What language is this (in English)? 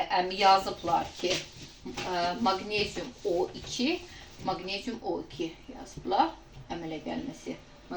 Azerbaijani